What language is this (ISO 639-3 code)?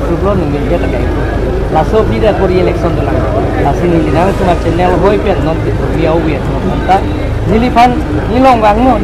mjw